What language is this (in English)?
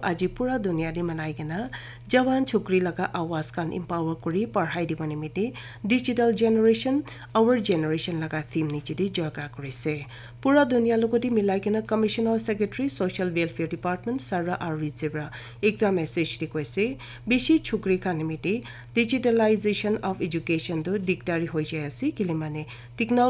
Naga Pidgin